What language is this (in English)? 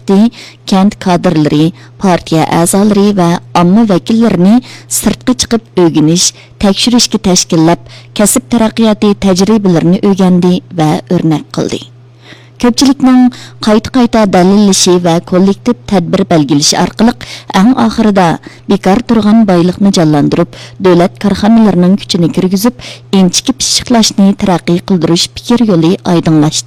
Uyghur